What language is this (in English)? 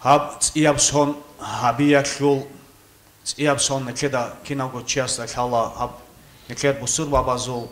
Avaric